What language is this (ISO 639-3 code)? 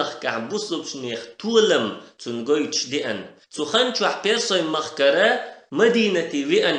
che